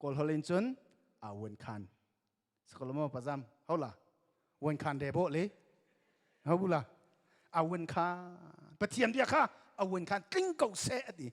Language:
Hakha Chin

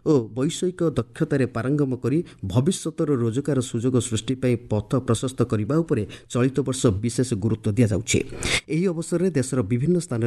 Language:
Odia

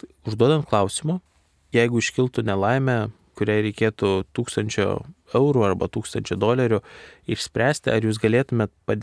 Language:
Lithuanian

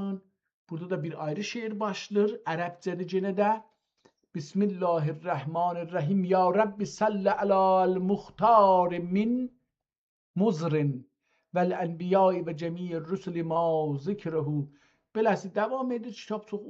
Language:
South Azerbaijani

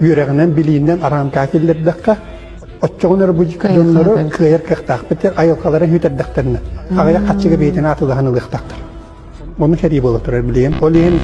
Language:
Yakut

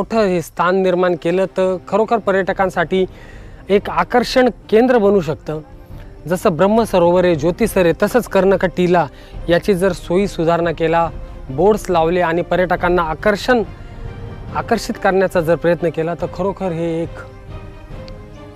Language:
Marathi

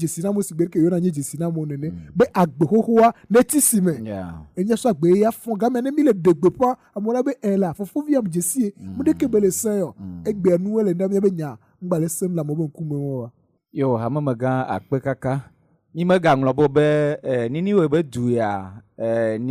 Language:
Ewe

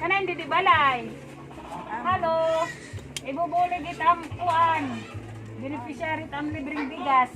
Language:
Waray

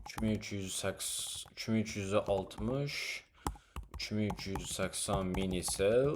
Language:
Uzbek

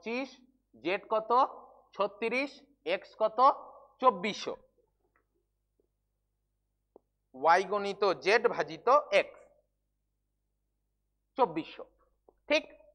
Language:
Bangla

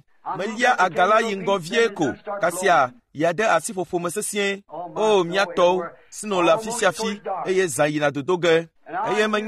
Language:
Ewe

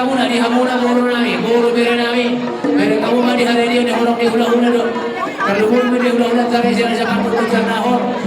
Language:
Batak Toba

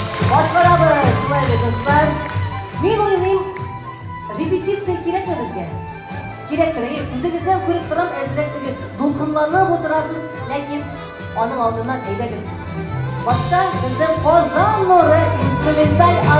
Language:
Tatar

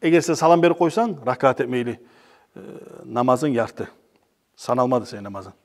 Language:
Kumyk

